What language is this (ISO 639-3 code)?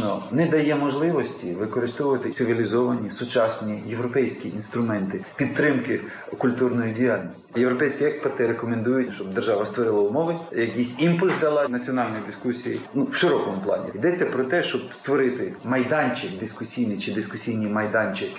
ukr